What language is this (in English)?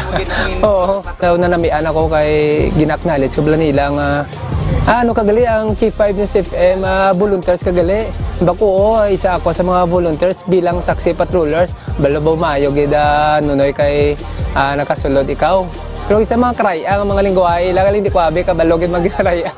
Hiligaynon